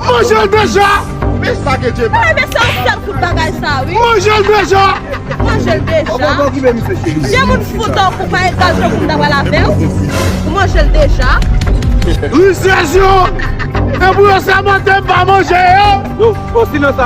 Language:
Haitian Creole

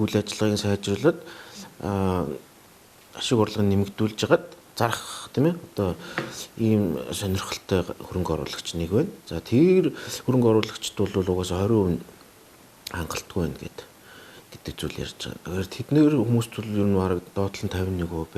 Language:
Mongolian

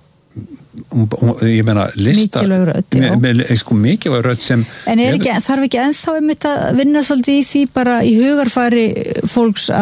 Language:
Icelandic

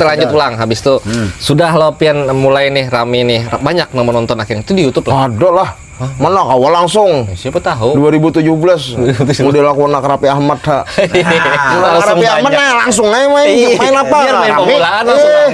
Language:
Banjar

